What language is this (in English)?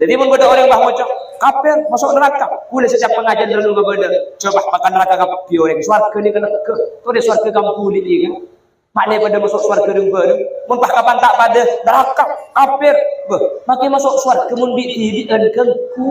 Madurese